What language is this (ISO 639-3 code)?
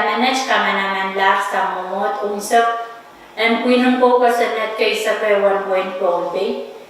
pon